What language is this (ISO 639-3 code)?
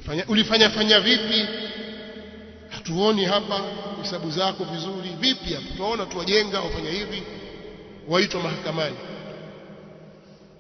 swa